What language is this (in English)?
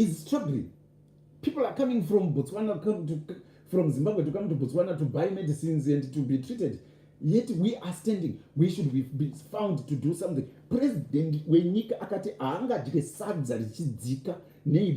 Shona